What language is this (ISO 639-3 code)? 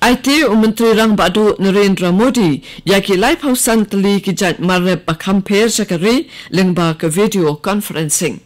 kha